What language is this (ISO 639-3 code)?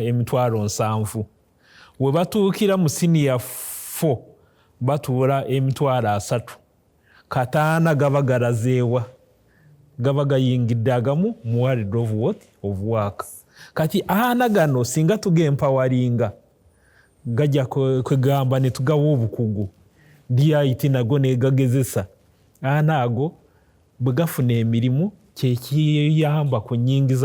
lug